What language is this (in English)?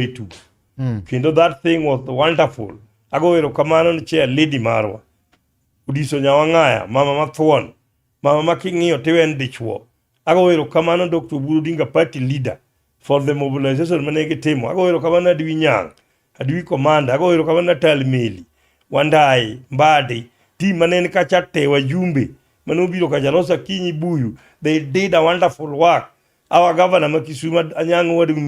Luo (Kenya and Tanzania)